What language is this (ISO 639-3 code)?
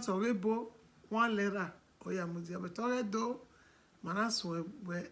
bin